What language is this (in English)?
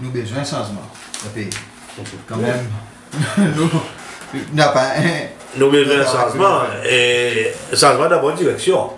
Seselwa Creole French